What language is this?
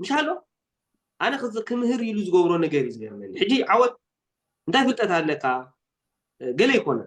Tigrinya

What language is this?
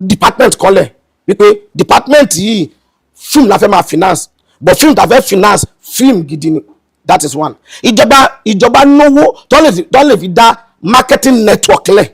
Yoruba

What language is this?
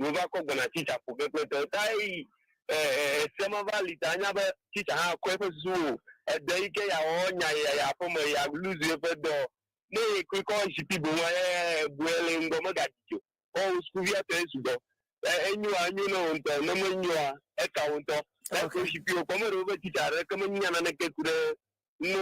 Ewe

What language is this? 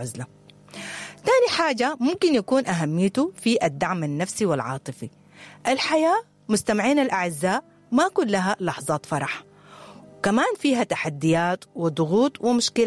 Sudanese Arabic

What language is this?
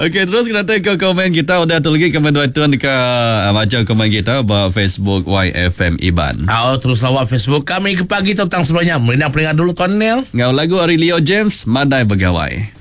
Iban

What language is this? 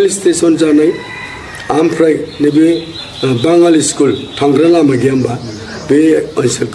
Bodo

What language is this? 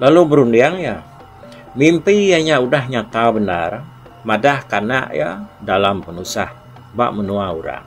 Iban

